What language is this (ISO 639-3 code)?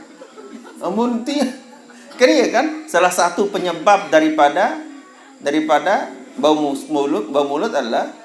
sas